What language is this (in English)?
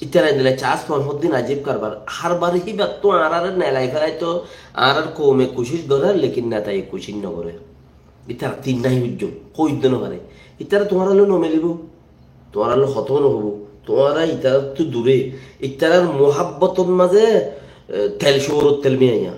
Rohingya